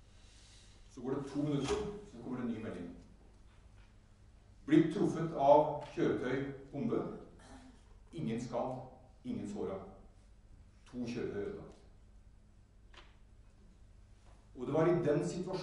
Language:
Norwegian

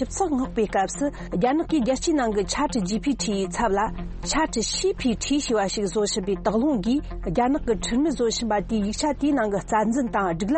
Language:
Tibetan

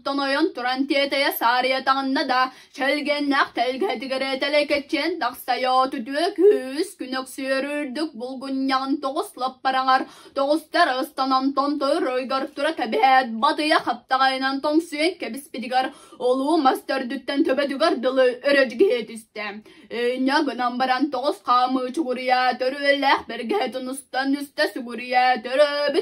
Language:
Yakut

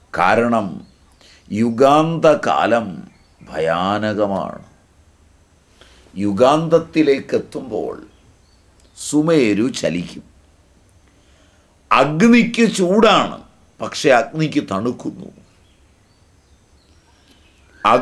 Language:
Malayalam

